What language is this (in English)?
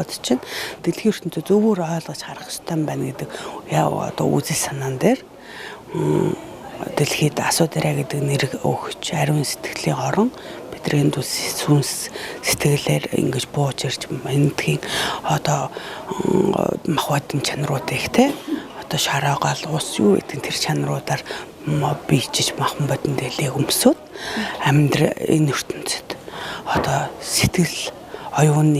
Mongolian